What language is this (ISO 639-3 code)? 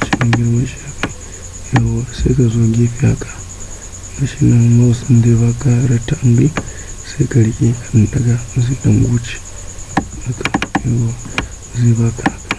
hau